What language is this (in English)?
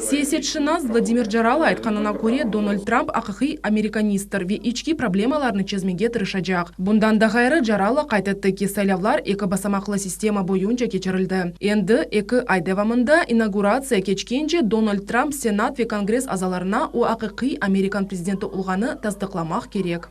Crimean Tatar